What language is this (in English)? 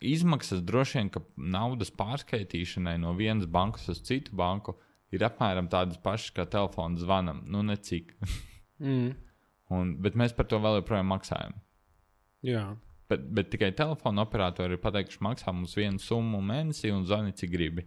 Latvian